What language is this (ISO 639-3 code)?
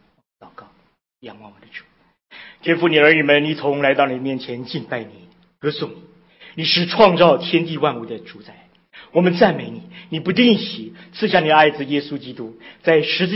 zho